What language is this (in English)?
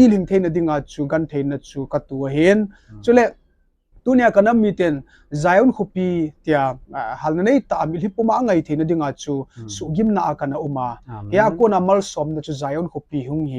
Thado Chin